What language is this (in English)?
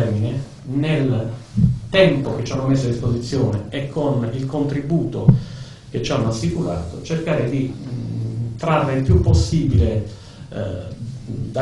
Italian